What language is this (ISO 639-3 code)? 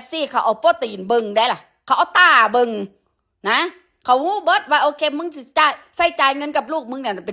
tts